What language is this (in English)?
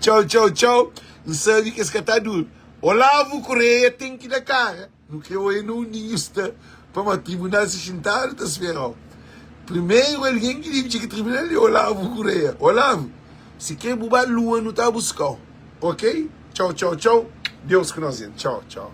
Kabuverdianu